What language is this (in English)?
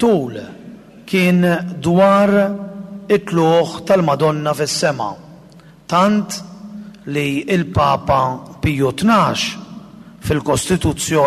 Maltese